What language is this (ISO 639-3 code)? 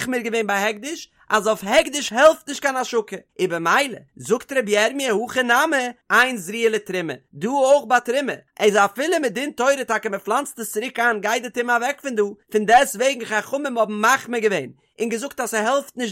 yid